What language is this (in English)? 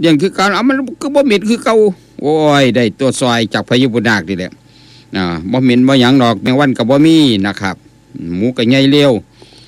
Northeastern Thai